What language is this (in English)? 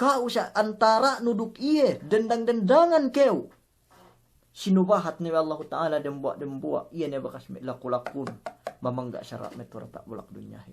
Yakan